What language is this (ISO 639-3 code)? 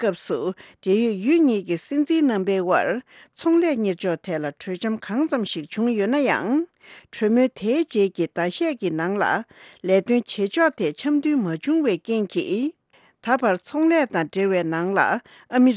bod